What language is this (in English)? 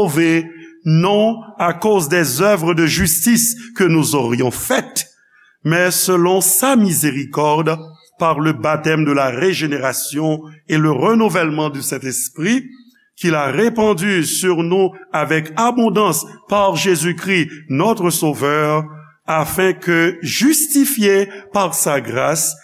Haitian Creole